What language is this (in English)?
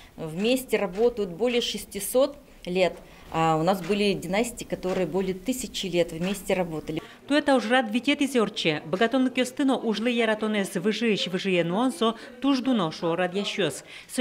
Udmurt